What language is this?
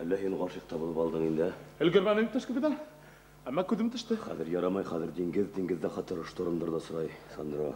Bashkir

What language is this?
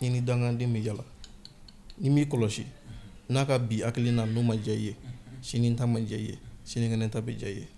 Bambara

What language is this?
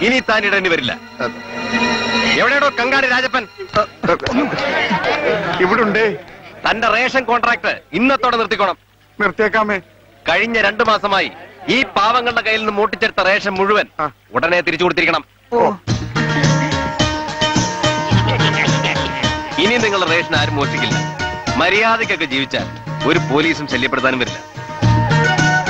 Malayalam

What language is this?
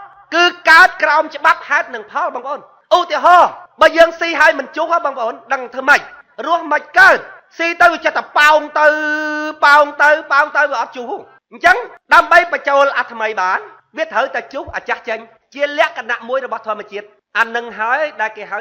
Khmer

